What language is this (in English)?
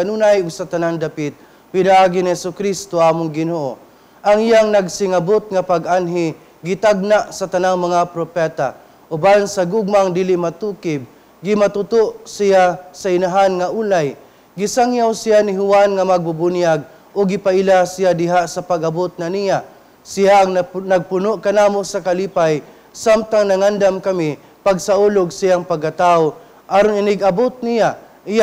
Cebuano